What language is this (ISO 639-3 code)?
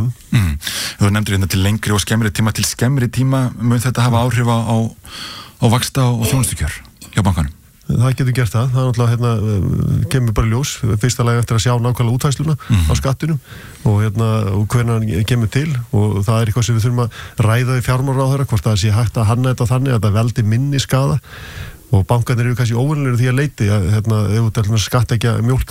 isl